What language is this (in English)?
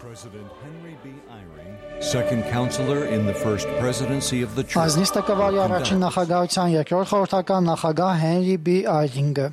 Armenian